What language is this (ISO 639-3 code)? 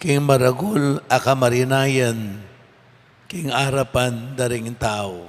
pam